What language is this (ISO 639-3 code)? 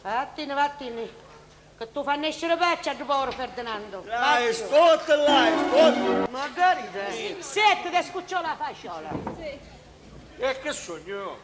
scn